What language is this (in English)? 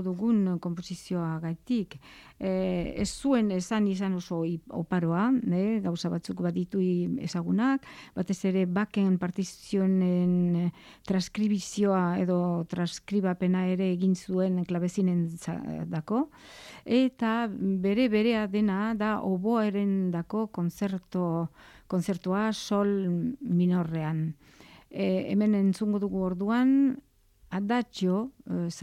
Basque